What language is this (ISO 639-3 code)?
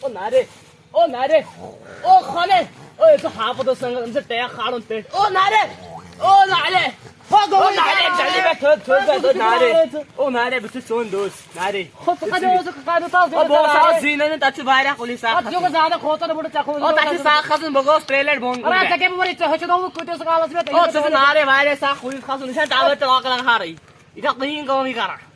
kas